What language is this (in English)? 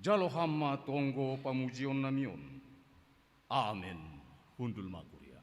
Batak Simalungun